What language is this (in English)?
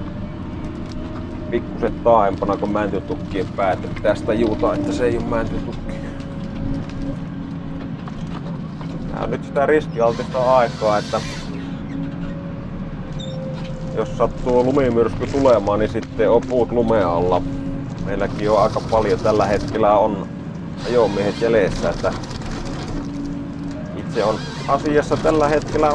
Finnish